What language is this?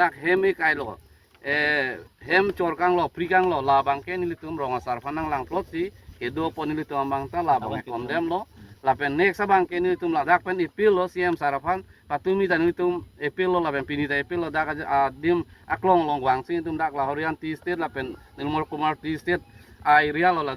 Karbi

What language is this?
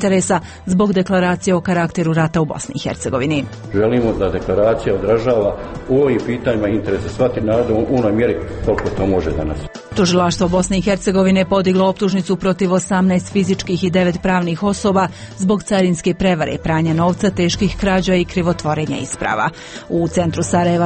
Bosnian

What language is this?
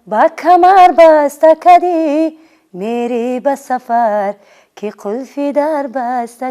Tajik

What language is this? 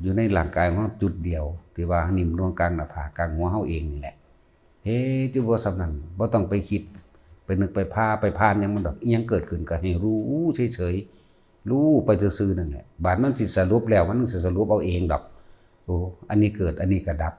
Northeastern Thai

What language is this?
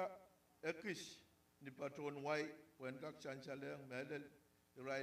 Pohnpeian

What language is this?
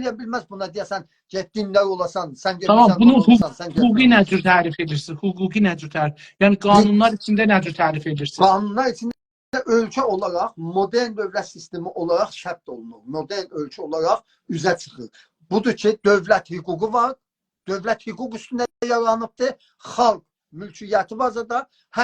South Azerbaijani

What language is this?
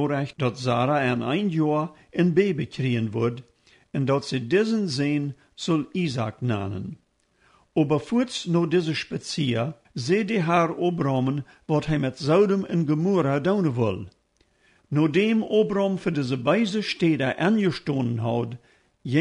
Plautdietsch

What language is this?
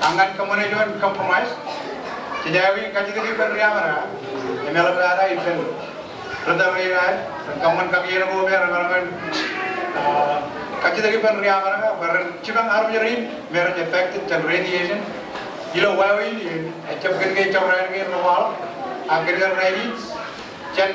Marshallese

